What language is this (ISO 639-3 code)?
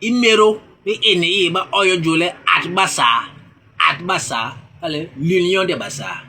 bas